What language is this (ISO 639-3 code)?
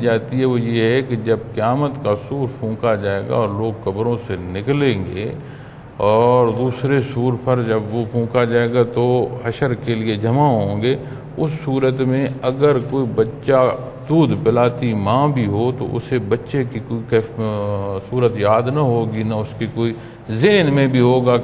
urd